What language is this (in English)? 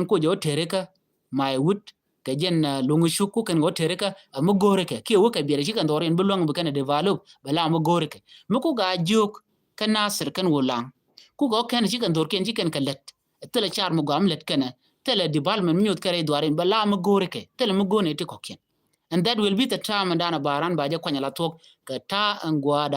Nuer